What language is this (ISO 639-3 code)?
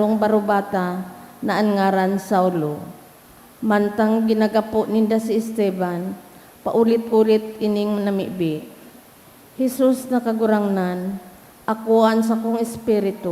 bik